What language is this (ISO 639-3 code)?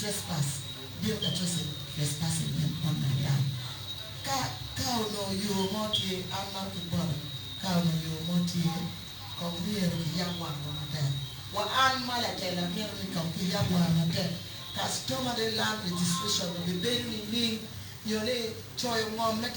ach